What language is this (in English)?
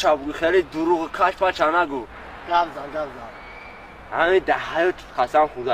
Tajik